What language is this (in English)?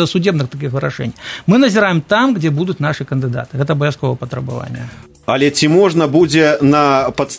Belarusian